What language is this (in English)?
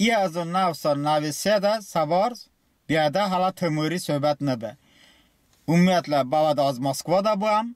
Talysh